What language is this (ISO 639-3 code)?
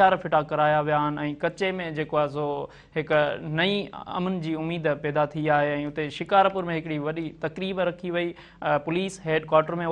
snd